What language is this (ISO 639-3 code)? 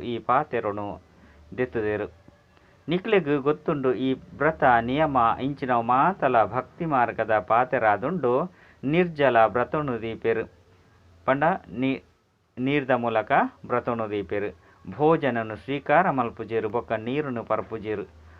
tcy